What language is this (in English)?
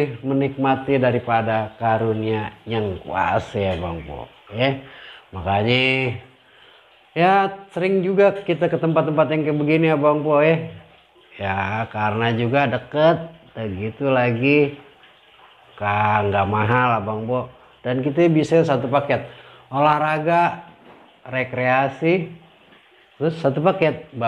Betawi